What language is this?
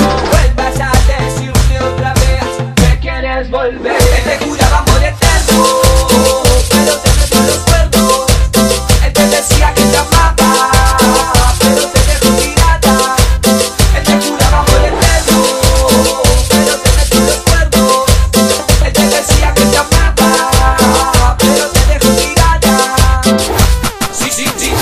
Spanish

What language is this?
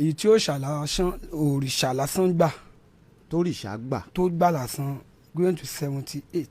Yoruba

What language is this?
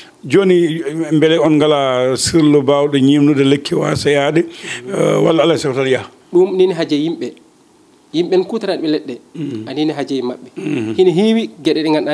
Fula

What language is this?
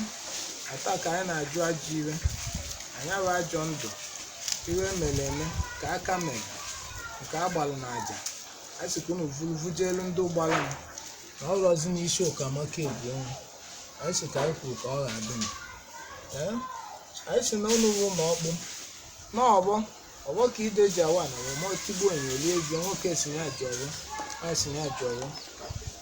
Igbo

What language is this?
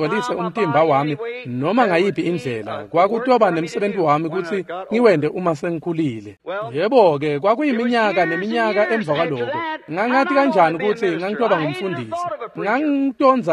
Swati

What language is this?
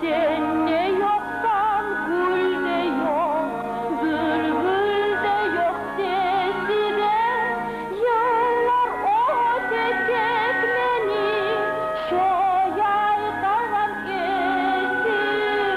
Kumyk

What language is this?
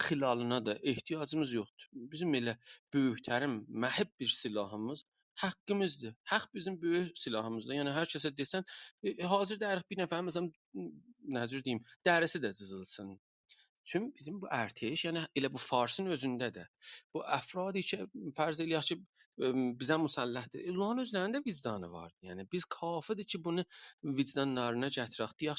South Azerbaijani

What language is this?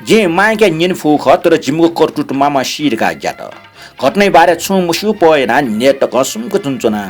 Newari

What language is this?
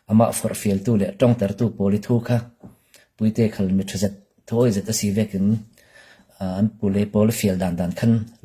Falam Chin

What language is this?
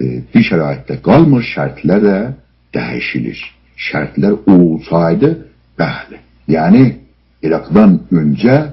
South Azerbaijani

